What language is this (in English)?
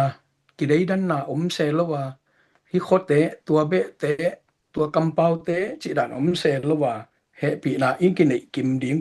Tedim Chin